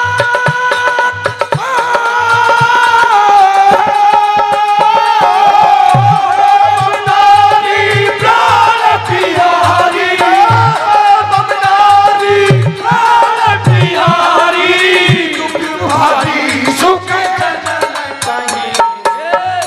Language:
Hindi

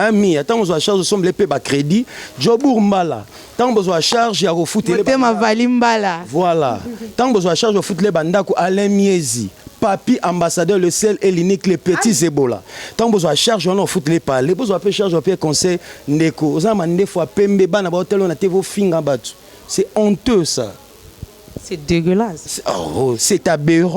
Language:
Lingala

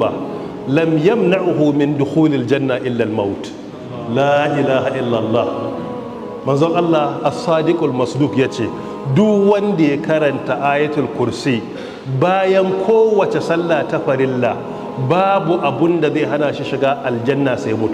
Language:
Hausa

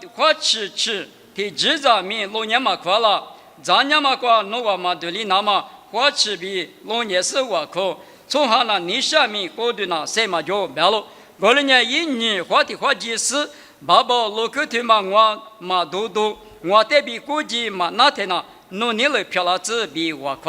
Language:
Lisu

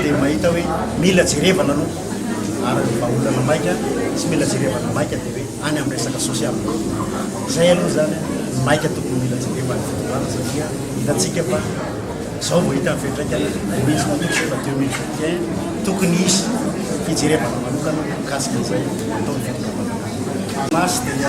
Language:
Malagasy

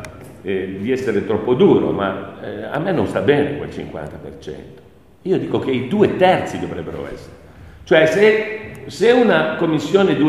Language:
Italian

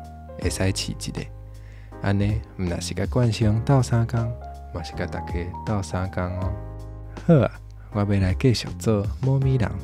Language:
Min Nan Chinese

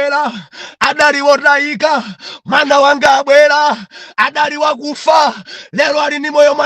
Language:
Nyanja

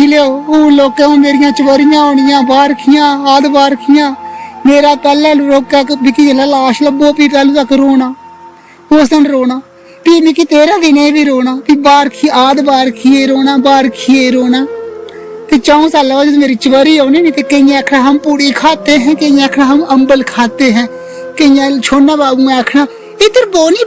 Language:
Dogri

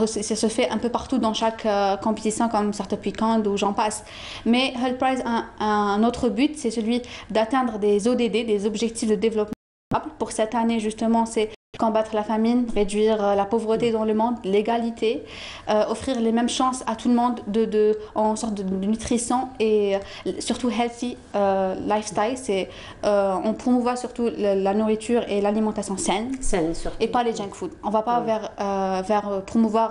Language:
French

